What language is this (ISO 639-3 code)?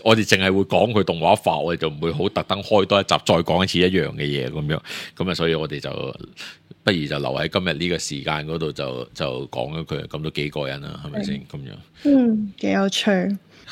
yue